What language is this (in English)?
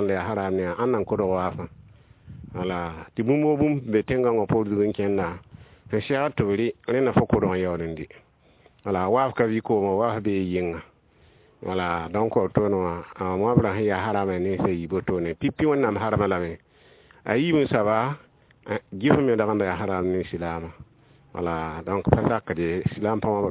Mossi